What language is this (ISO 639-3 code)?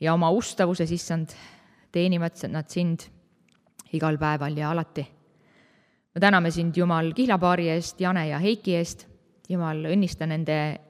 est